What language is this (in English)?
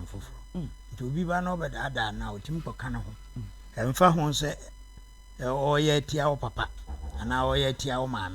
Akan